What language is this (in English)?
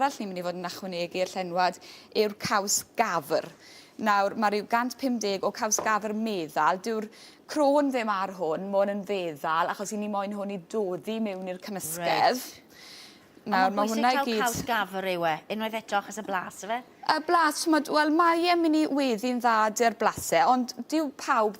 Welsh